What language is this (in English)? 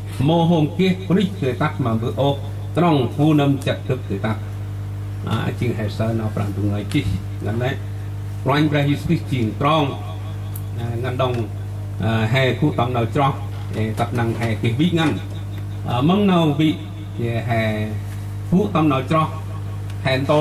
Central Mnong